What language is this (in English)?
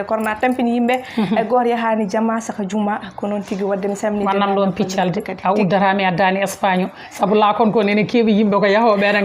Fula